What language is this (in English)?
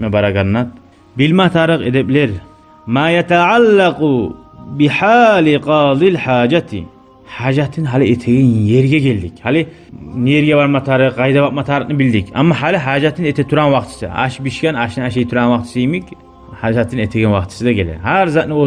Kumyk